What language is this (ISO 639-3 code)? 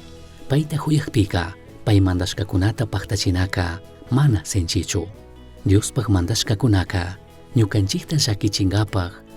qug